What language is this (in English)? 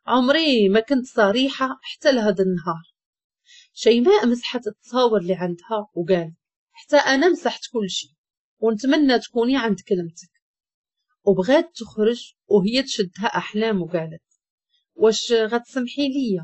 Moroccan Arabic